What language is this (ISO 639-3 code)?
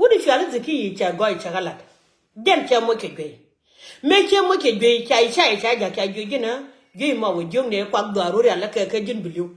nus